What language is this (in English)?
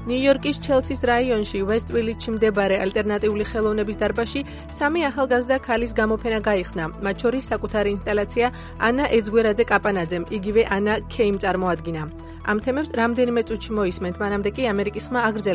Georgian